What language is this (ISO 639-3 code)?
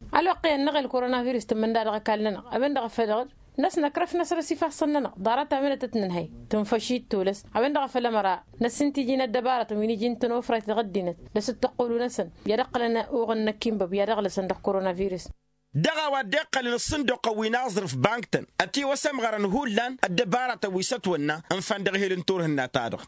taq